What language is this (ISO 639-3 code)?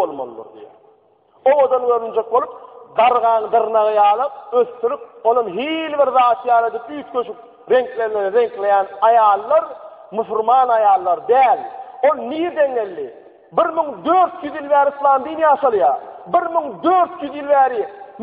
tuk